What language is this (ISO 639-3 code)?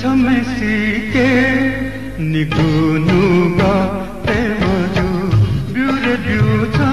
new